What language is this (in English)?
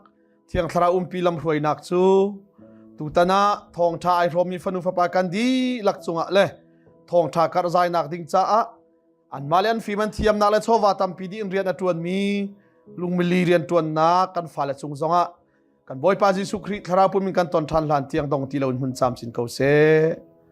Hakha Chin